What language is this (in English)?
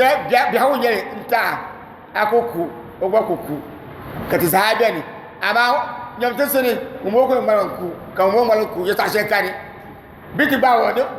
Dagbani